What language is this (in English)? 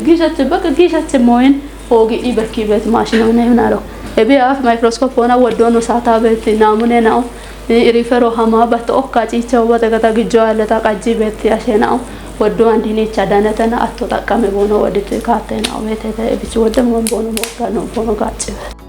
Kafa